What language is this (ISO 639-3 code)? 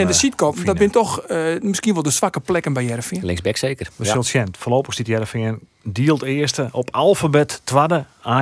fry